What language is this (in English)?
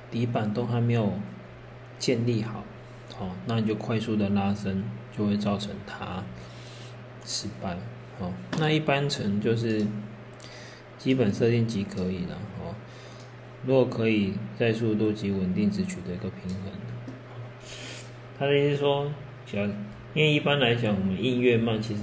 Chinese